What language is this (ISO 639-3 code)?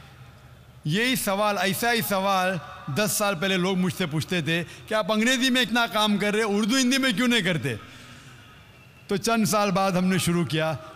hin